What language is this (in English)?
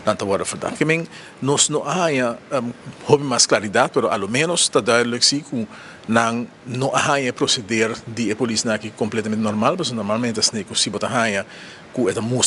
Papiamento